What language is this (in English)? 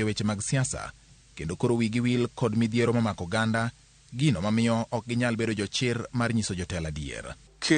Luo (Kenya and Tanzania)